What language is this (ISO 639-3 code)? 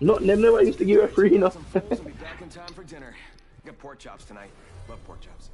jam